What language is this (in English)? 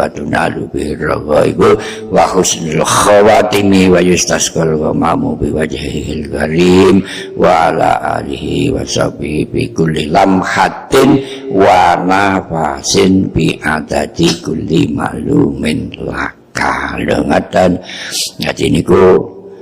Javanese